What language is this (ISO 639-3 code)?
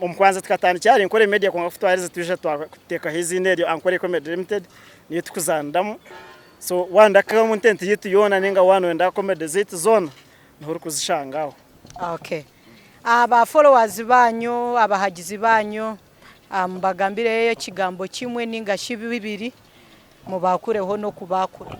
nyn